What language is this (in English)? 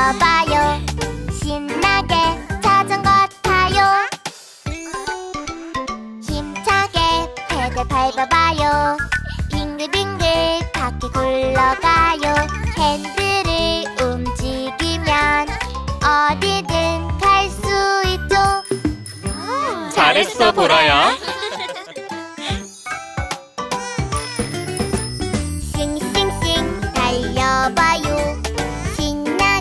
Korean